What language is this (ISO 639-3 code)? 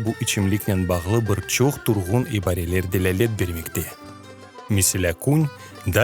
crh